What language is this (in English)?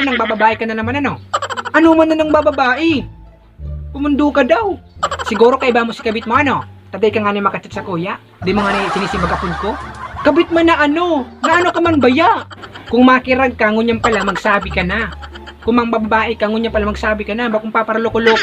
Bikol